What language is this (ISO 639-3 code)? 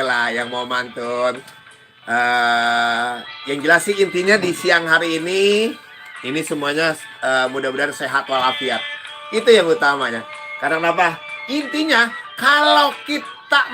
bew